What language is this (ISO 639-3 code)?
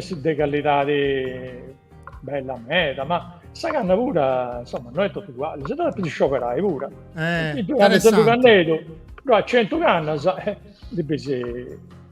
srd